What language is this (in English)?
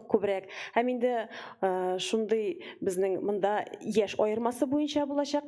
Tatar